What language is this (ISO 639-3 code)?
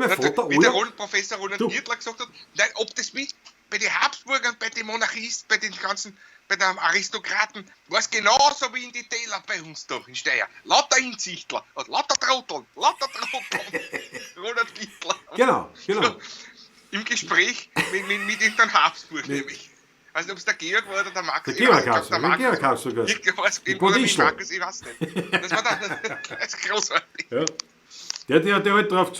bar